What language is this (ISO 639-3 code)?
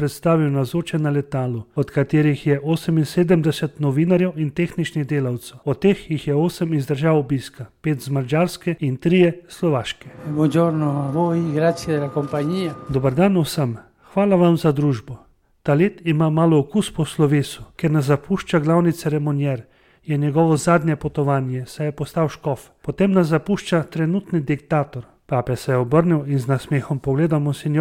slv